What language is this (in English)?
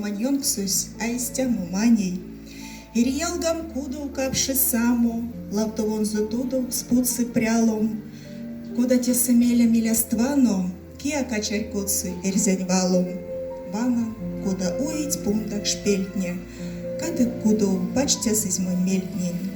Erzya